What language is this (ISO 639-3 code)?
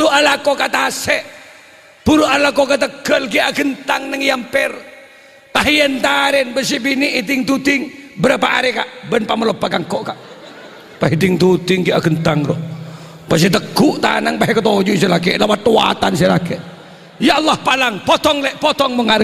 mad